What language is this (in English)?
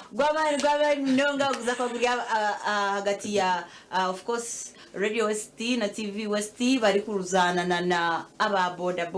Nyankole